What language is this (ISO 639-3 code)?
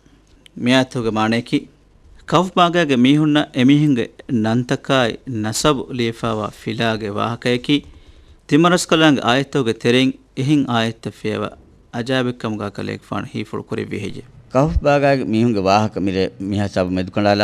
div